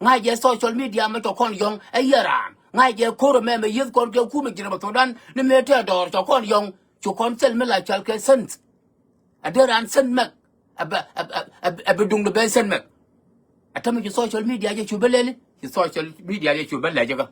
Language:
Nuer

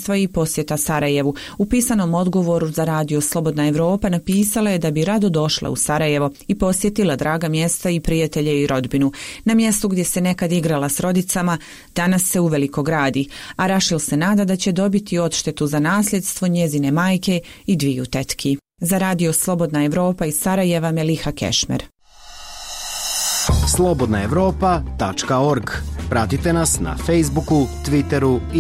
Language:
Bosnian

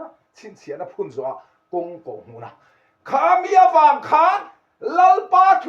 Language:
Mizo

